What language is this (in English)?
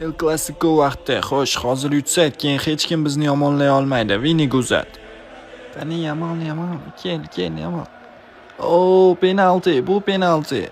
Uzbek